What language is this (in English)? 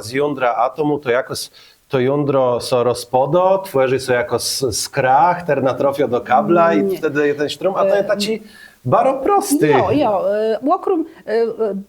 Kashubian